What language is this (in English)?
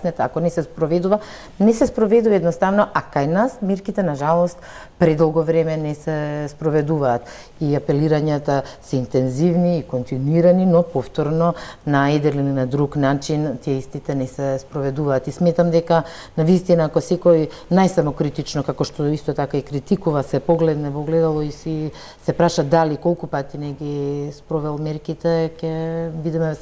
Macedonian